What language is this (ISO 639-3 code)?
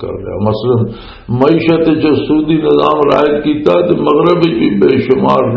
lah